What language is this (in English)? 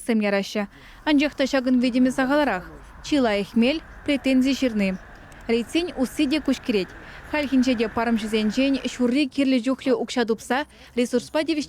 Chuvash